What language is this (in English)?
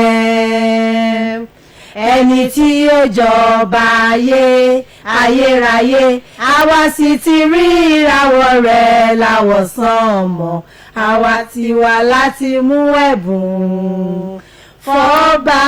Yoruba